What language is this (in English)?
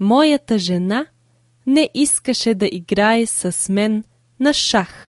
Macedonian